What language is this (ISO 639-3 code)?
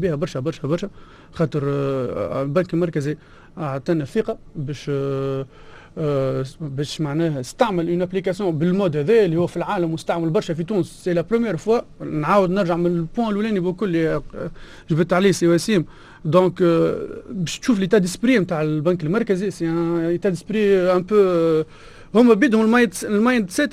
aeb